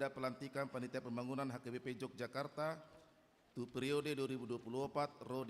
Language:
Batak Toba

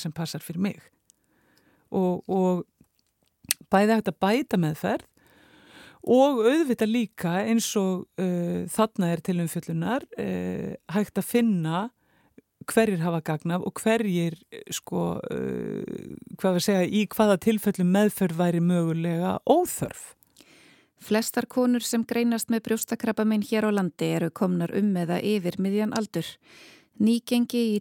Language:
Icelandic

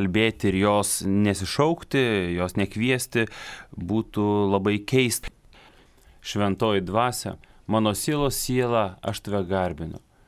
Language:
Lithuanian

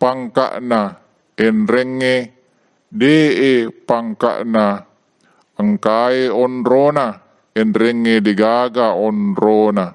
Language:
Buginese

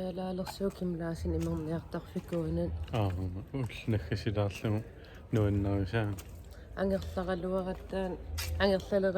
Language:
Kalaallisut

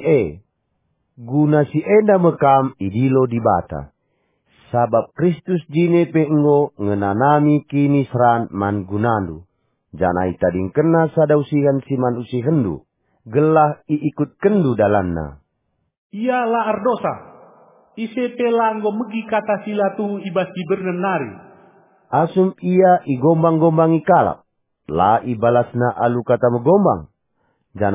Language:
Batak Karo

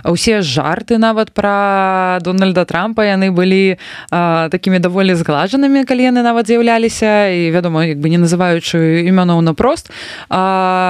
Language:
Belarusian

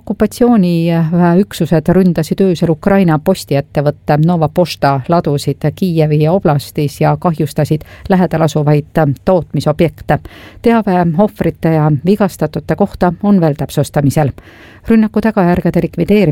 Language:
Estonian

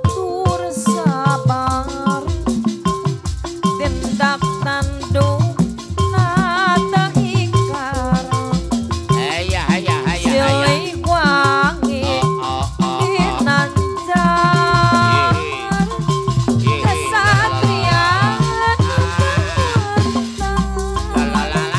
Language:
Sundanese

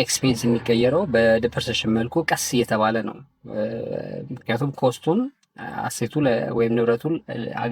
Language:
Amharic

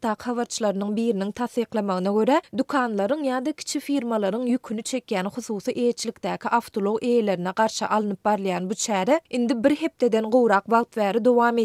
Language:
Turkmen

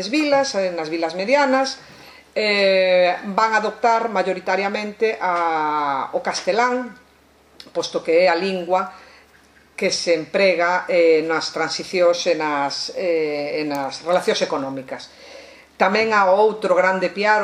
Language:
Galician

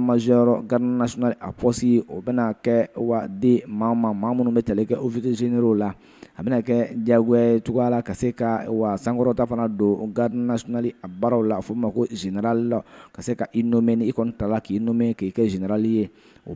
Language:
Bambara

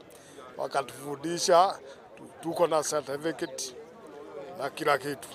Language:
Swahili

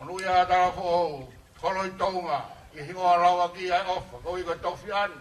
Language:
Tongan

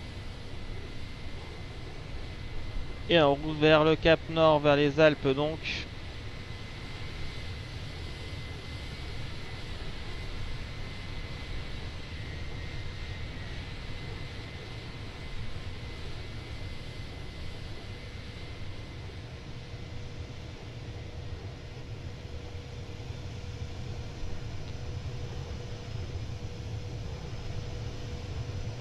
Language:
French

